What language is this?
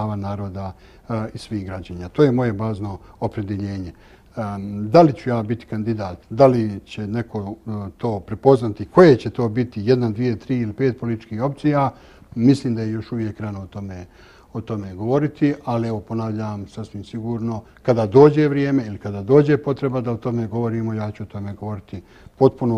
Bosnian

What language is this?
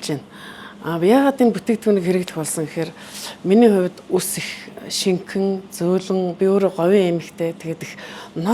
Mongolian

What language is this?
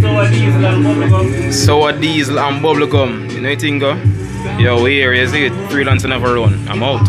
Jamaican Creole English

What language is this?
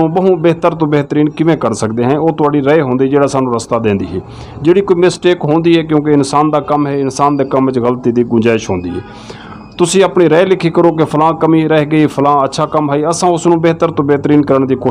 Western Panjabi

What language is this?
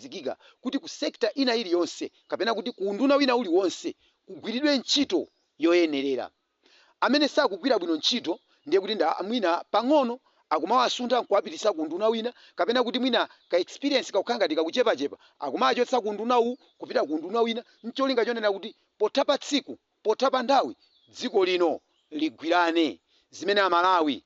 Nyanja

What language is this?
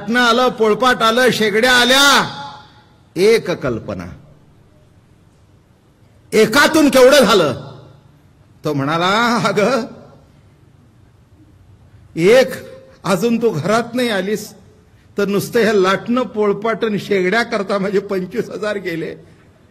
Marathi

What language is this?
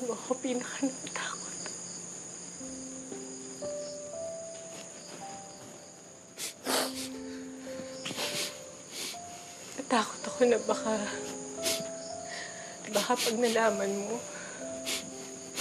Filipino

